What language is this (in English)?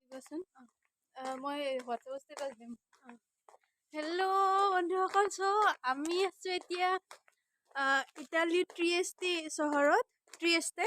Assamese